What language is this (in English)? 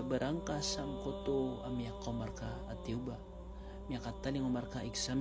Maranao